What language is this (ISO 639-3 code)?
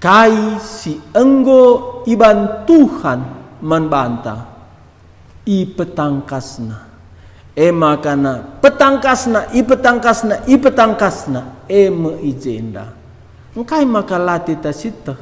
btx